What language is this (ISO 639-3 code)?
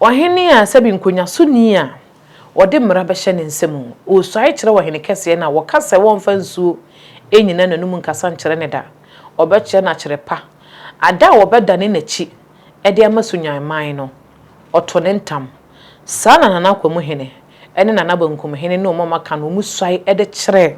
aka